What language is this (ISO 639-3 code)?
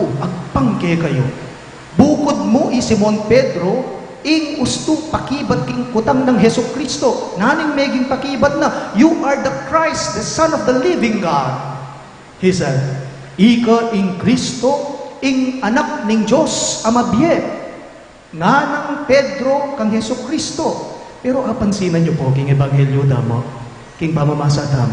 pam